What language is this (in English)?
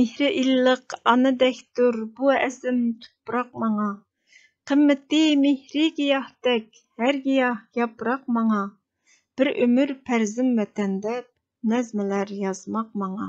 Uyghur